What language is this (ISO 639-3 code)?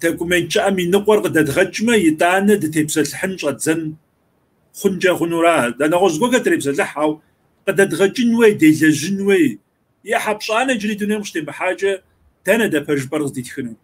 kbd